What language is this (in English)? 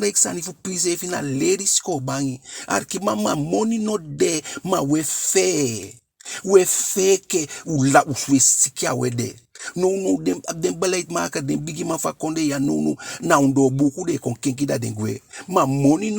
Eastern Maroon Creole